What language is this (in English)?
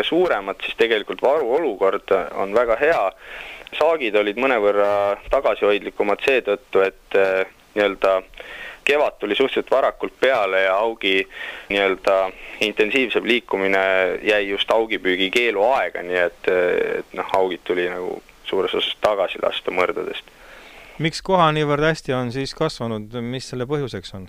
Estonian